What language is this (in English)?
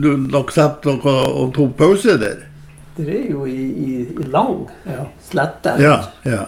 Norwegian